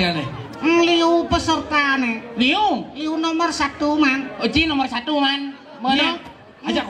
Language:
Balinese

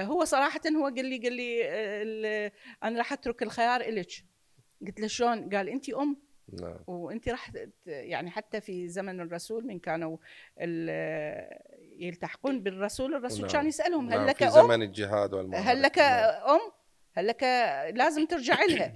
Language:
Mesopotamian Arabic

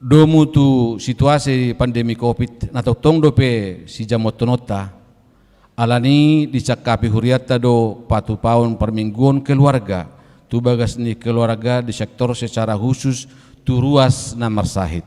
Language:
Batak Toba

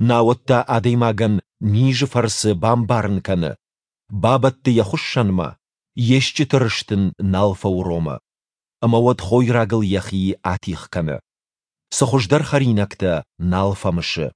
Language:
Ossetic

